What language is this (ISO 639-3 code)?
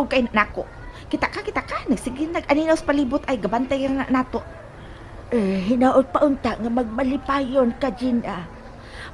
ceb